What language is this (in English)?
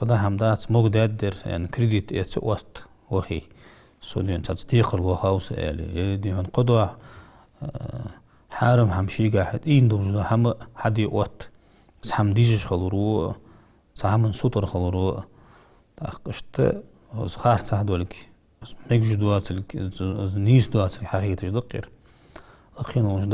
Ingush